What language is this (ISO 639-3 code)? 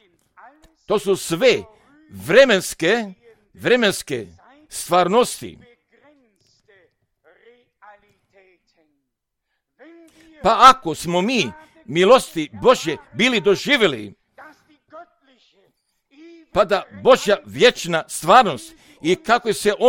hrv